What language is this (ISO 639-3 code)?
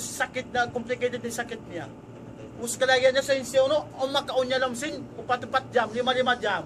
tsg